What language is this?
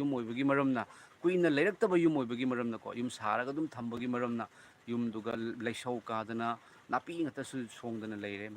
Manipuri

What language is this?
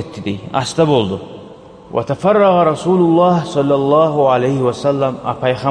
Kumyk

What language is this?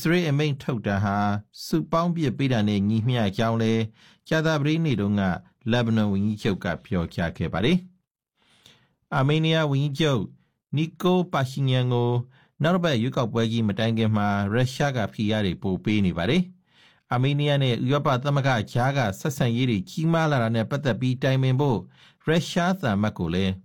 Burmese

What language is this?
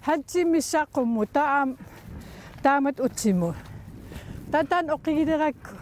Kalaallisut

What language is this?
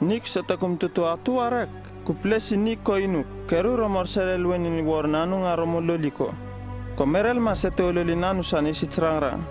Uripiv-Wala-Rano-Atchin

